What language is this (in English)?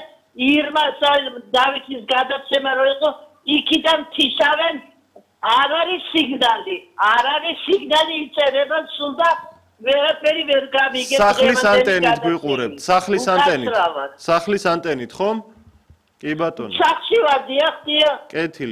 Georgian